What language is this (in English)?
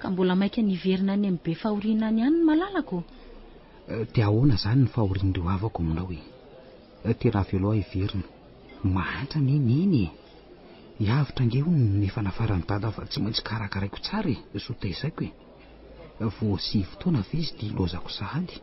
Malagasy